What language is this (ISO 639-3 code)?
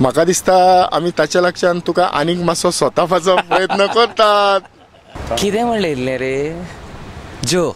kok